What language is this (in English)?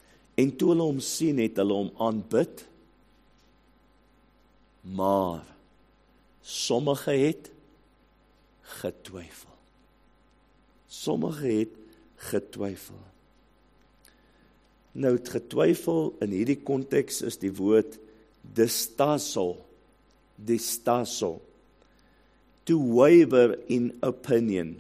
Afrikaans